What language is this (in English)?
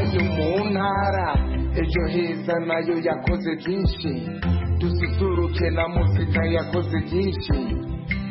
Kinyarwanda